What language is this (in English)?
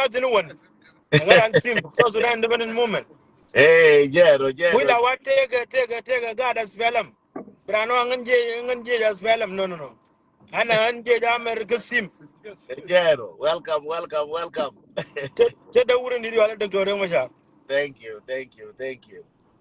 Nuer